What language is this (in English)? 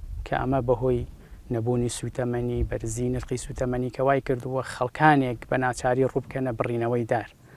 Central Kurdish